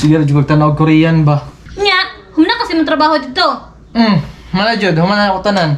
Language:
Cebuano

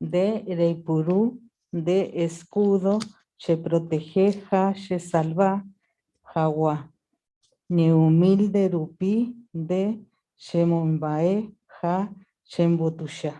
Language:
Guarani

